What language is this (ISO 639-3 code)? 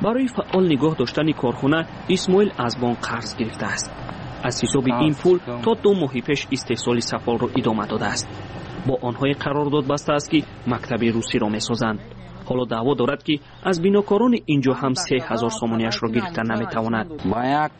tgk